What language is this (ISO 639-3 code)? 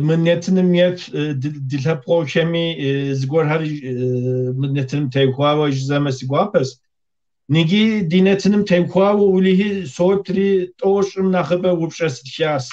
kbd